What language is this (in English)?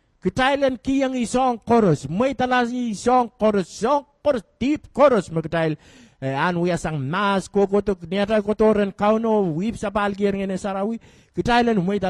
Pohnpeian